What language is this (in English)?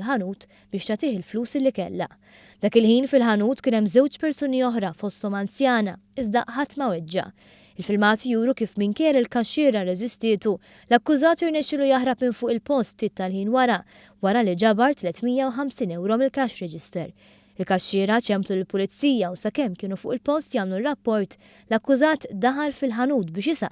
Maltese